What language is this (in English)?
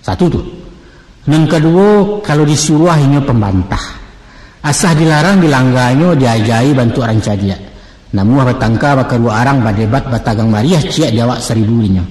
Minangkabau